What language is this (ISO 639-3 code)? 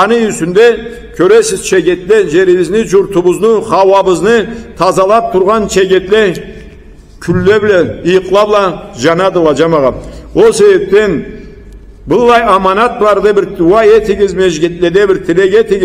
krc